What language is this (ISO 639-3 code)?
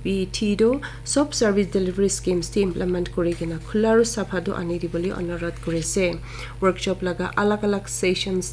nag